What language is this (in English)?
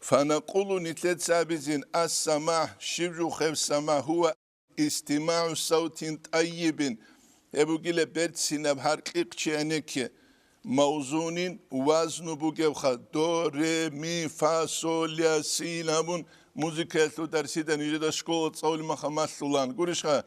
Avaric